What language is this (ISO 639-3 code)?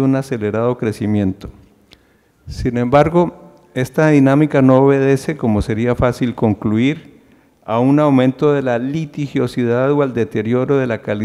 spa